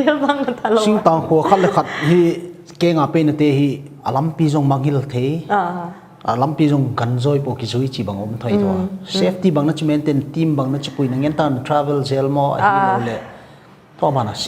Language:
Paite Chin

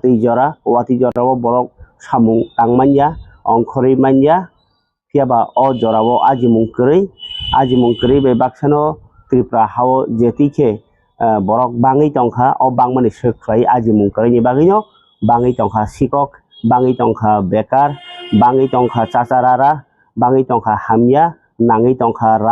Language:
Kok Borok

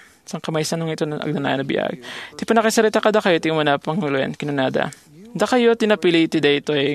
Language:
Iloko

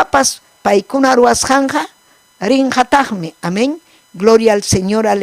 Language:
Ayacucho Quechua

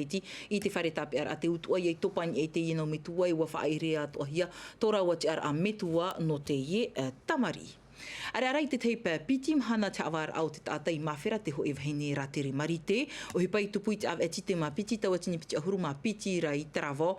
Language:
Tahitian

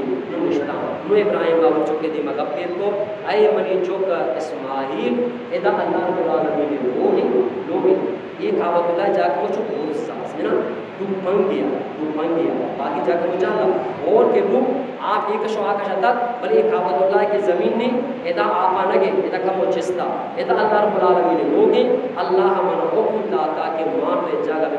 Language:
Eastern Balochi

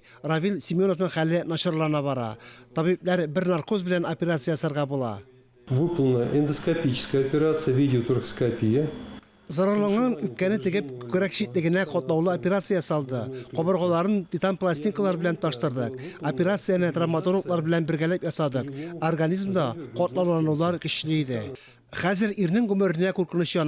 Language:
Tatar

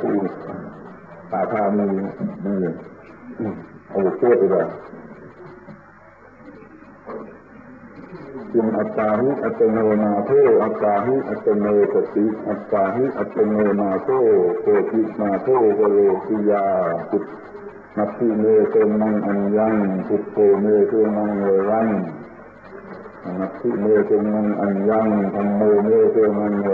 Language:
Thai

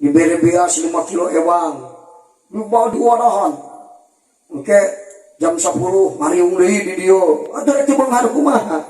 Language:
Sundanese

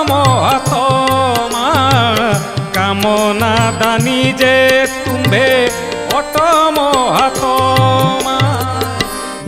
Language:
Odia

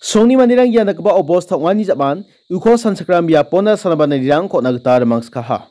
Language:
Garo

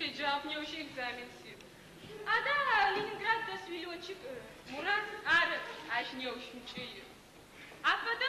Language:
Adyghe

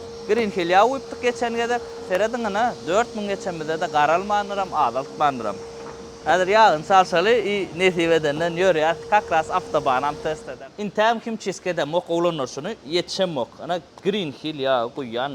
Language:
Turkmen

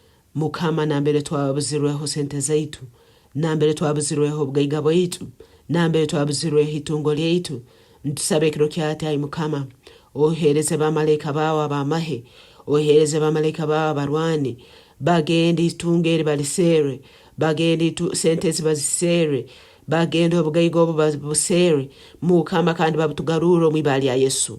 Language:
Nyankole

